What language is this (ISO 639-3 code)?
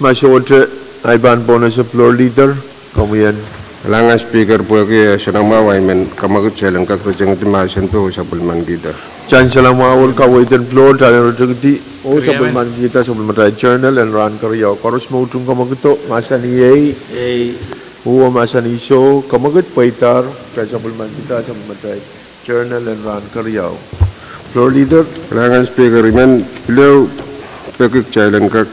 pon